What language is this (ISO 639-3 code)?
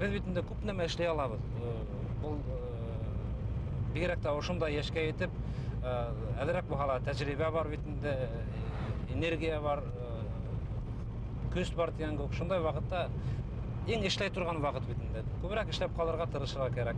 bak